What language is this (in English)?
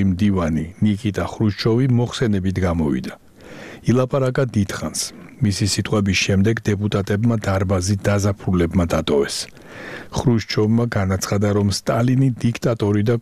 Georgian